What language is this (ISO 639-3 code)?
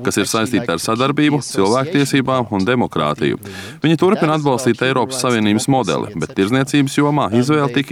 lav